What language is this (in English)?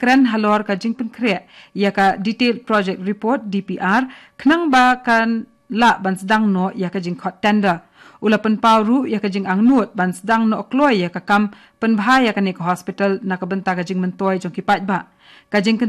Khasi